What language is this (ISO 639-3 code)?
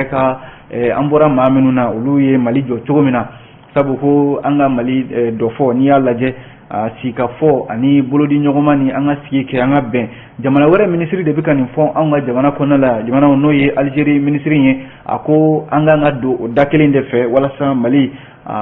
bam